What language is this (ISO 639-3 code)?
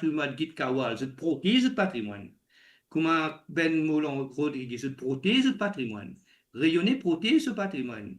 mfe